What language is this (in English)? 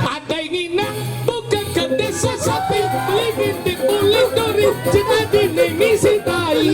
Balinese